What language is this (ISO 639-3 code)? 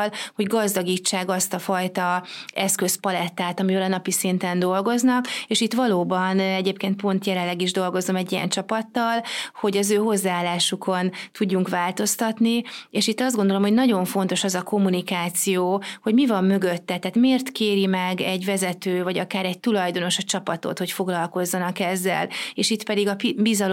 hun